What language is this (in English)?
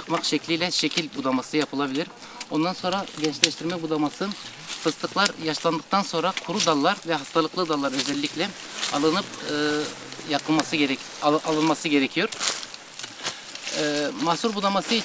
Turkish